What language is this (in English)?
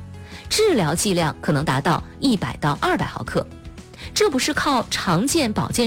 Chinese